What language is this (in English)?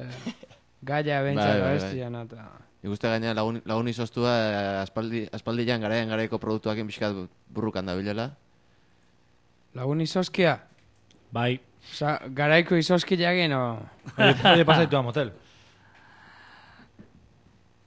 Basque